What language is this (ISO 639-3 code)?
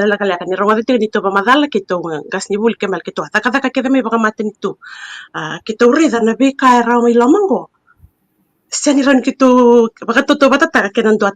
fij